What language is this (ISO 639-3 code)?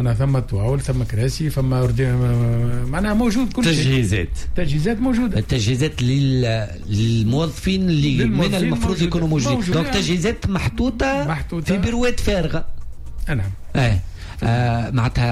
aeb